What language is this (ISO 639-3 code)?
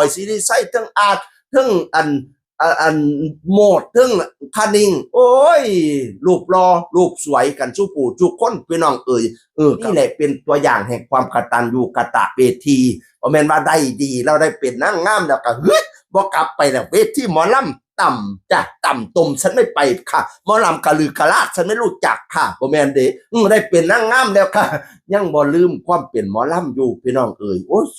tts